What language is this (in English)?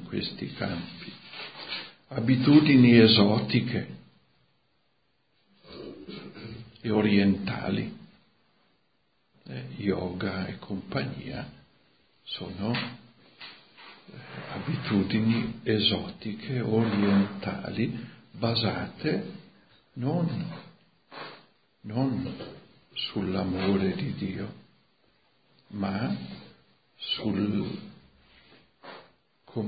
Italian